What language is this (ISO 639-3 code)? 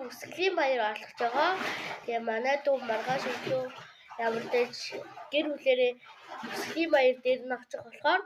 mon